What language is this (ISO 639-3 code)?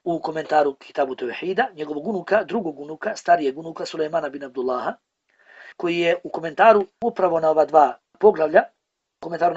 bos